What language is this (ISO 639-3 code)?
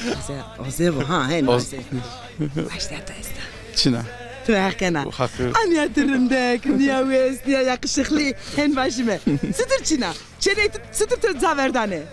zza